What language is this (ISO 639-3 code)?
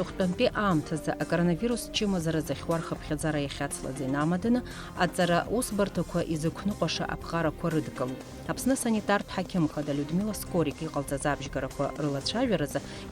abk